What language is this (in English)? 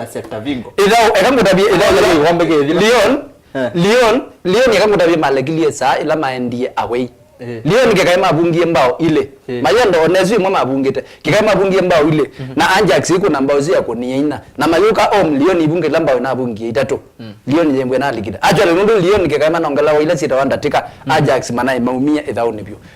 Kamba